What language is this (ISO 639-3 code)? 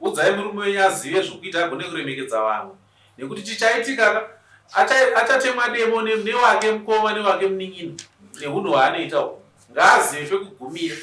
sna